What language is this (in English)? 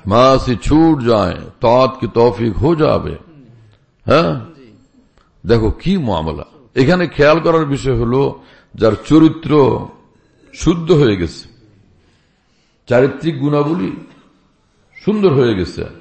Bangla